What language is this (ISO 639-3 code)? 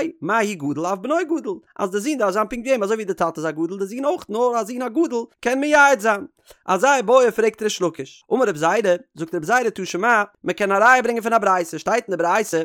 yid